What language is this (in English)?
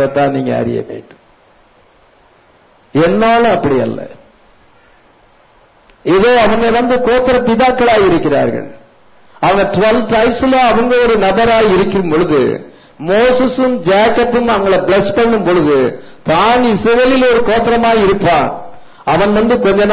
Tamil